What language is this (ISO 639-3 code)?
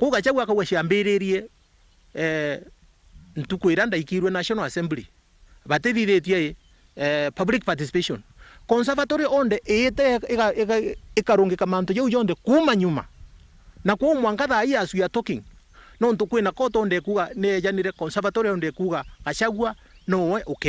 mer